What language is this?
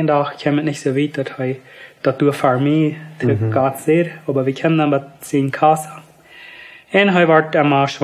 Plautdietsch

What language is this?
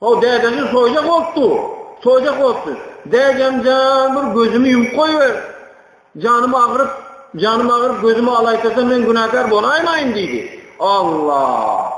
Turkmen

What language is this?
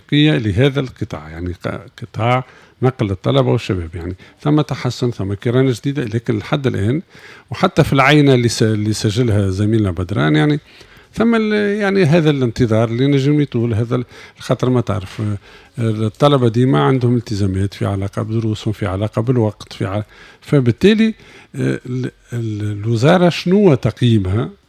Tunisian Arabic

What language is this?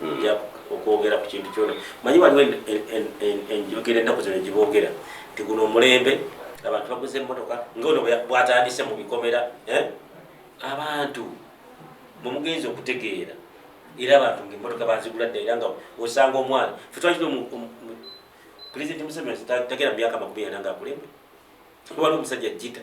Ganda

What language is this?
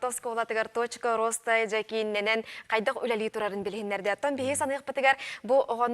Yakut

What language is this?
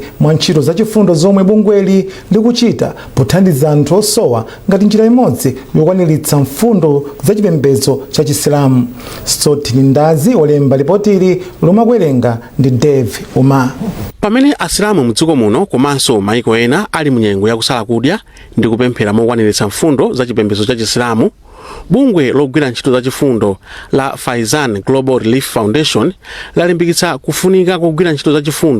Nyanja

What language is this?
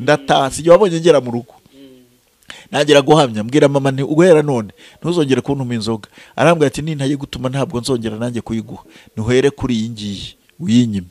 Kinyarwanda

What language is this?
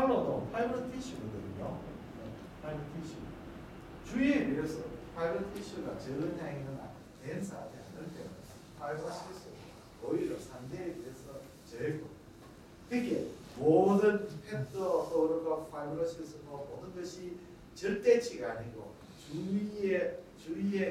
Korean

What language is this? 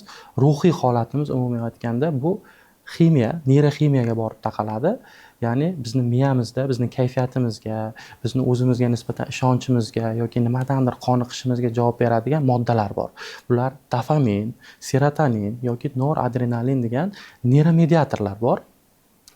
Uzbek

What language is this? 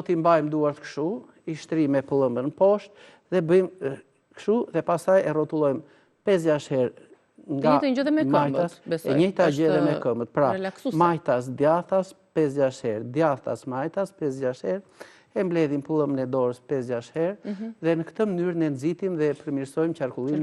Albanian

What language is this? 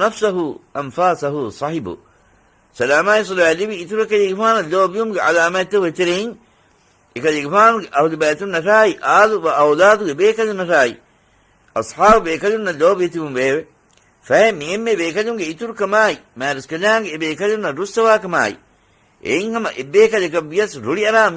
Divehi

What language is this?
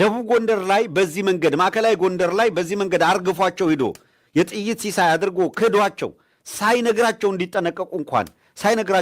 Amharic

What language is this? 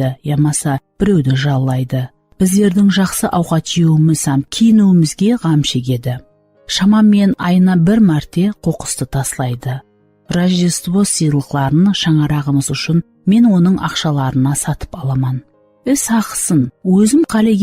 Kara-Kalpak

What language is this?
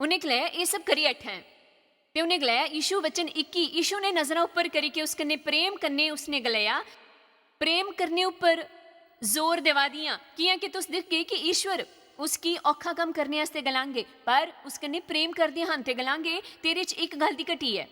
Dogri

